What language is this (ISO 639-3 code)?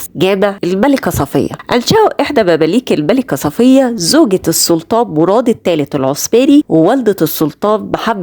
arz